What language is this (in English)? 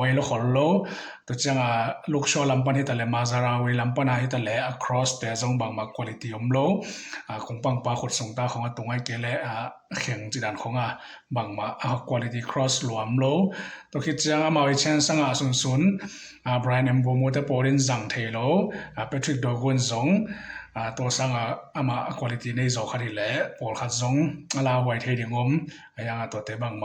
Tedim Chin